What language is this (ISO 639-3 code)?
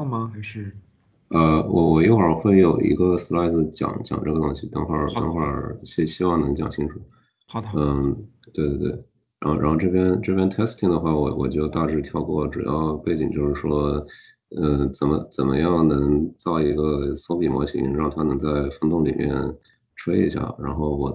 zho